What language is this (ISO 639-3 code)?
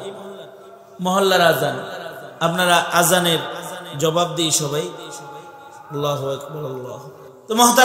ben